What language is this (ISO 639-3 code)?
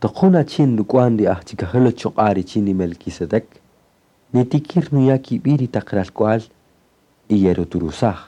cak